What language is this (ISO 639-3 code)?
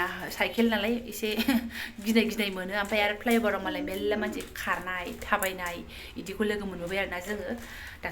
brx